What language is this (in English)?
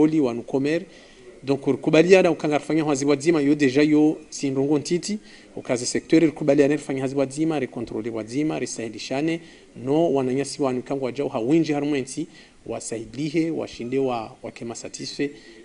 Ngazidja Comorian